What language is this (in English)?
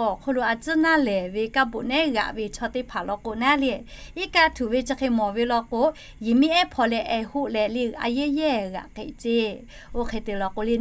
Lahu